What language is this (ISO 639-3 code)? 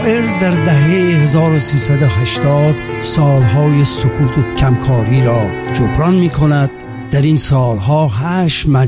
fas